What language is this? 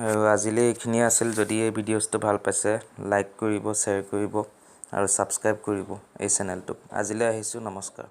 Assamese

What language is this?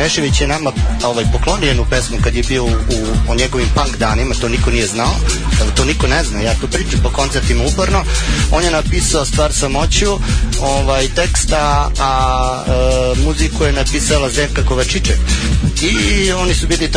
Serbian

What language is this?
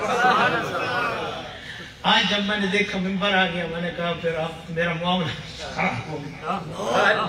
Urdu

